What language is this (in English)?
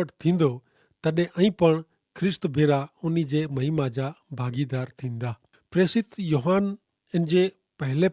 Kachhi